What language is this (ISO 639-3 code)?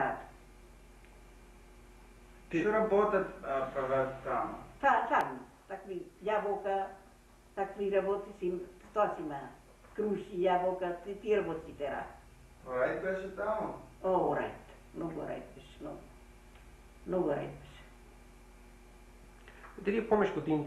bul